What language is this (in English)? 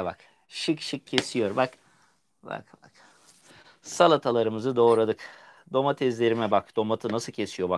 Turkish